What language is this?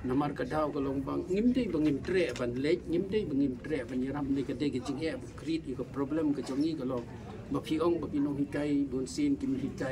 Khasi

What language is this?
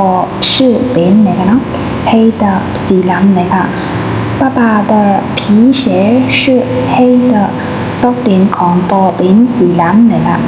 Shan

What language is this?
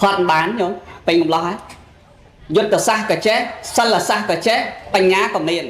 Khmer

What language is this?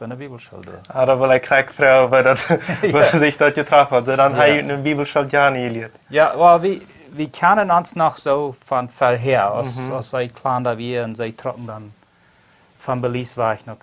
Plautdietsch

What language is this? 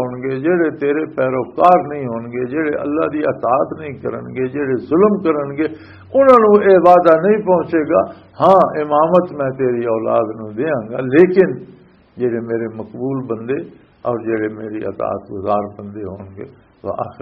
Western Panjabi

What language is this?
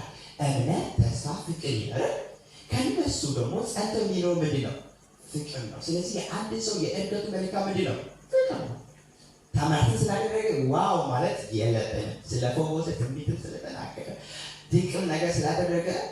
Amharic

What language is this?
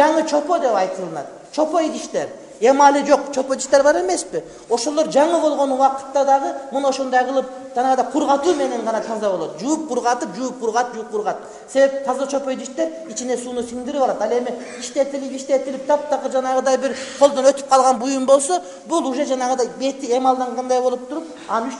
Kyrgyz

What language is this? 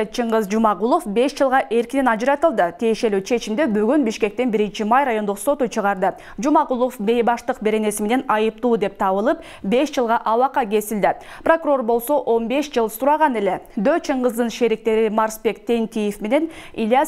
Kyrgyz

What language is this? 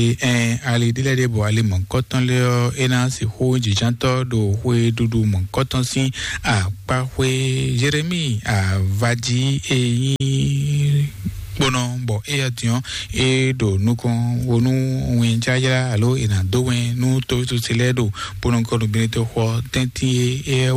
Fon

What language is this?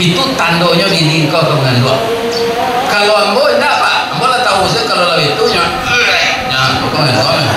Minangkabau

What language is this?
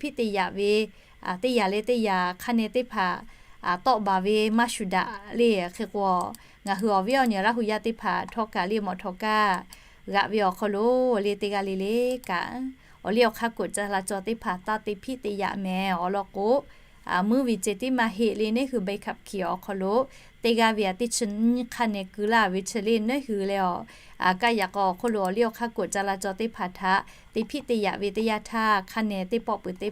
Lahu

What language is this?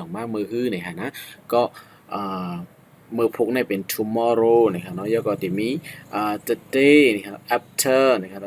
Shan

